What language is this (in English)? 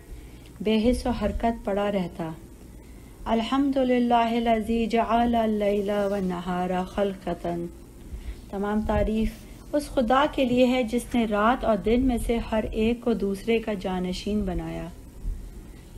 Urdu